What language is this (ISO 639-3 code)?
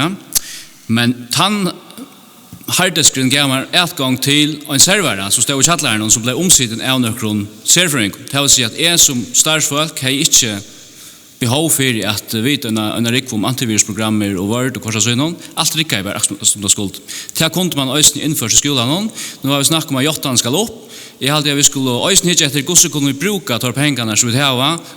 fao